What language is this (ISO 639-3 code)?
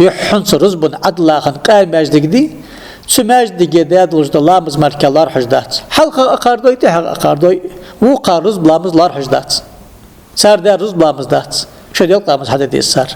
inh